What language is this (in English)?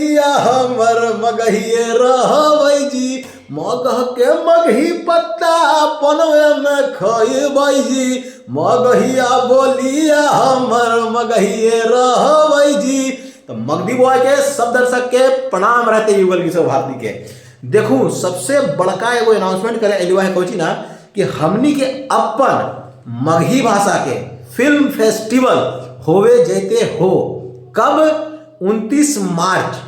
Magahi